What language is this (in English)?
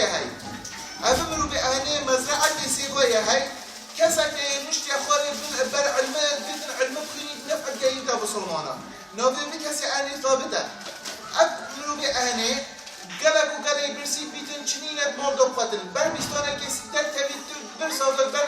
Kurdish